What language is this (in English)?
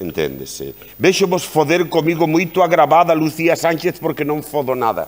Galician